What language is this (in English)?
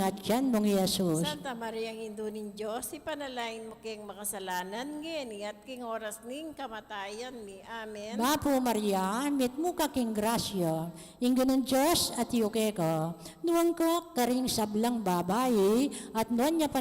Pampanga